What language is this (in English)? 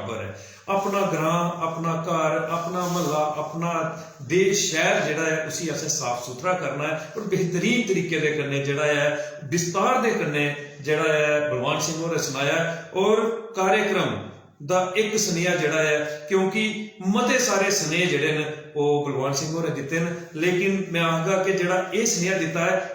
Dogri